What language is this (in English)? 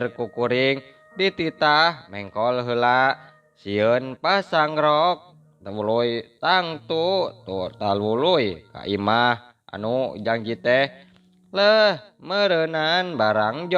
Sundanese